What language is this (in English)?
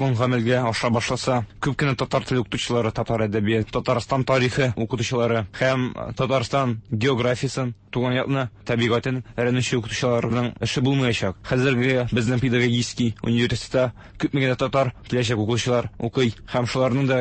Tatar